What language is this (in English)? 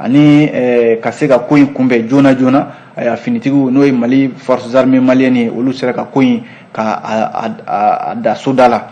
Bambara